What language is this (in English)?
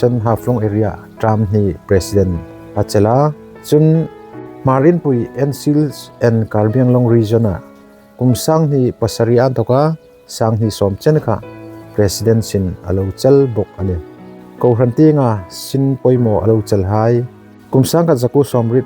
Hmar